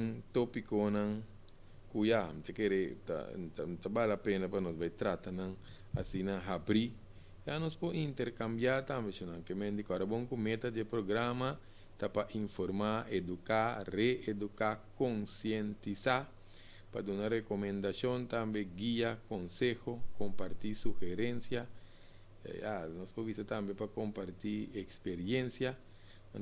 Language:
Papiamento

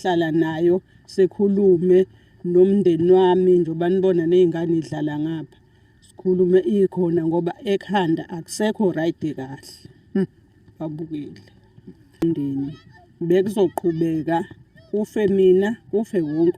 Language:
Zulu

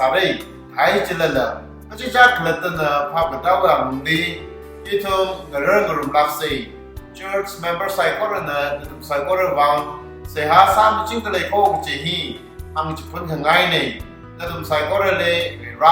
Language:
Tangkhul Naga (India)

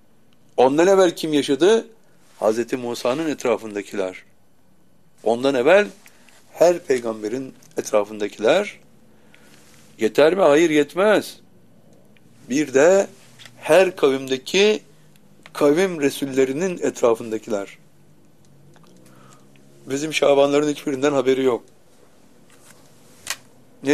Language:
Turkish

